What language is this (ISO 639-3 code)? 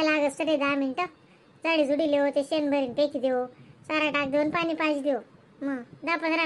khn